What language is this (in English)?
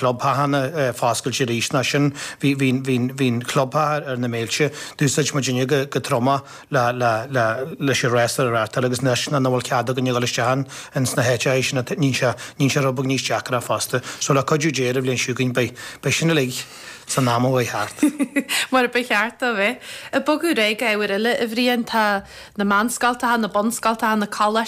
Irish